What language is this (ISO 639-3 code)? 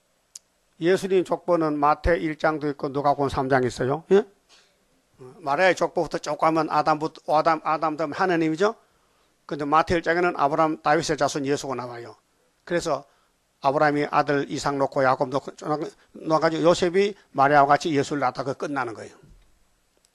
kor